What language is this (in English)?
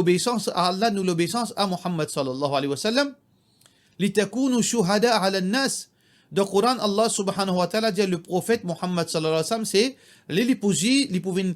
Morisyen